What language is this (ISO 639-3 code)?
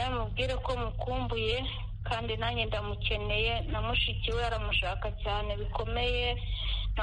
kin